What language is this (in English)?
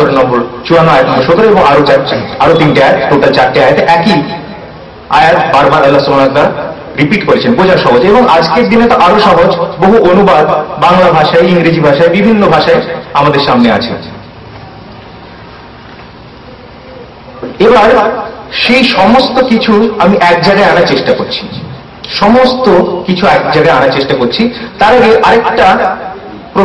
Bangla